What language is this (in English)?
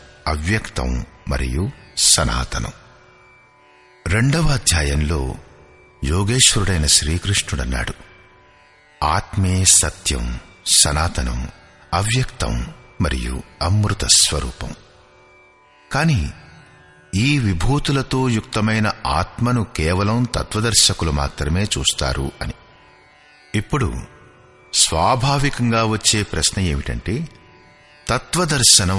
Telugu